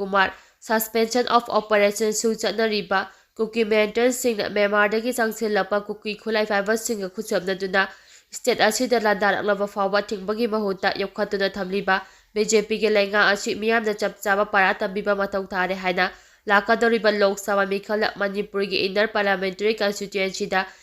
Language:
Manipuri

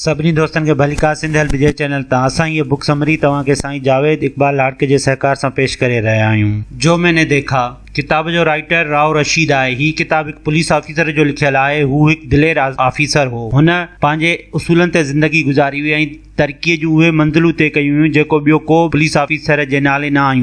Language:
Sindhi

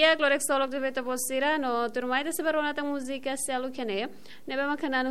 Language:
Tetum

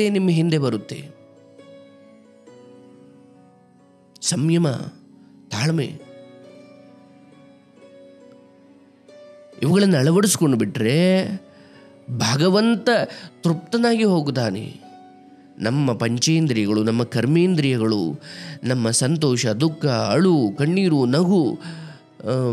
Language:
Kannada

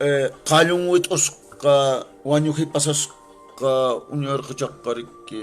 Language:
Quechua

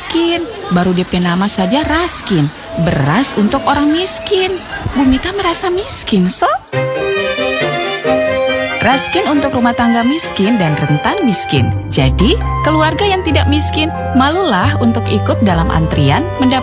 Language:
Indonesian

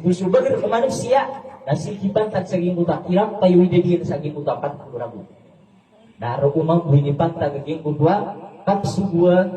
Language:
Maranao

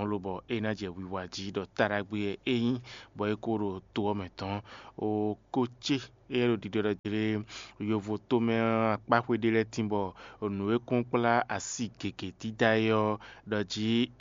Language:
Fon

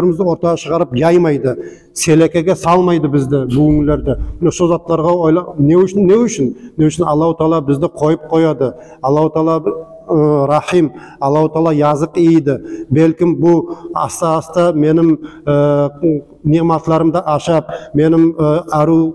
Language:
Nogai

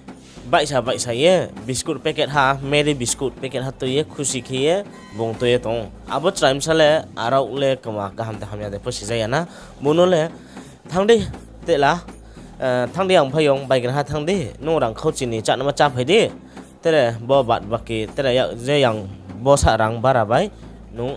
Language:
Riang (India)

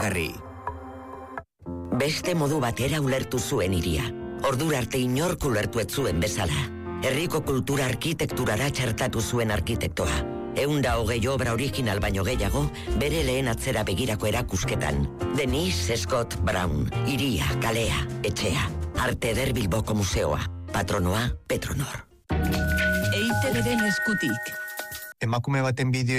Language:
Basque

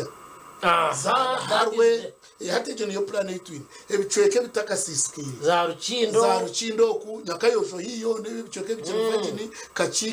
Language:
Nyankole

